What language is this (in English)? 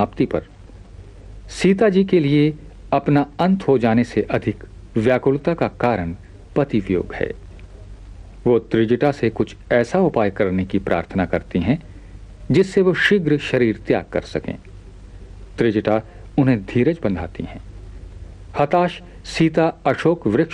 Hindi